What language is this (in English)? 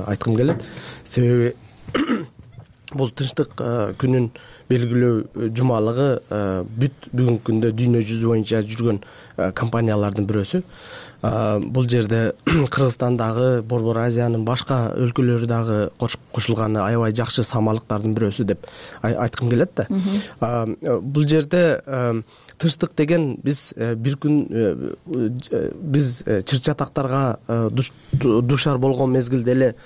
Kyrgyz